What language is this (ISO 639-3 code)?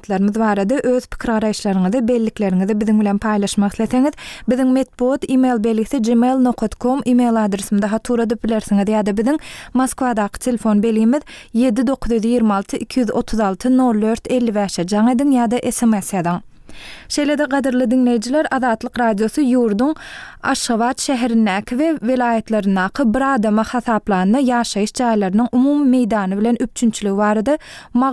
tuk